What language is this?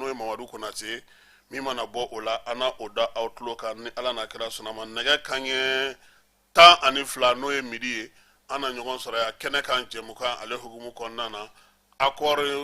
Bambara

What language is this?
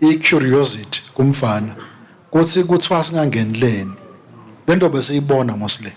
Swati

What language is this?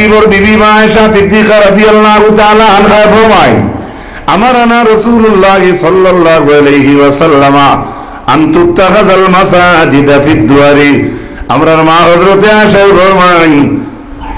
Sylheti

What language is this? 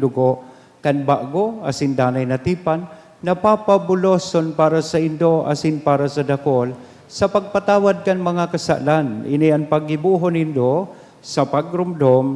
Bikol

